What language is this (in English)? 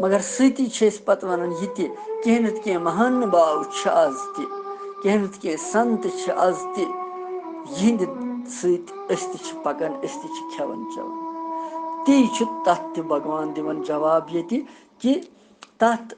Kashmiri